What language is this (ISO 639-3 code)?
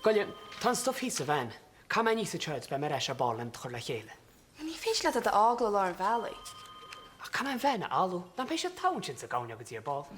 gle